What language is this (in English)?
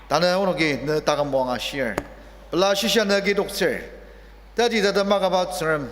Ao Naga